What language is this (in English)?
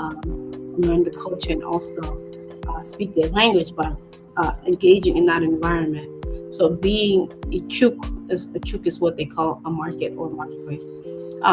Acoli